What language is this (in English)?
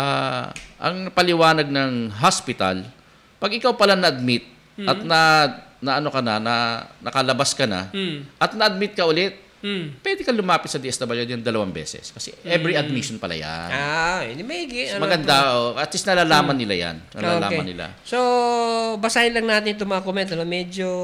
Filipino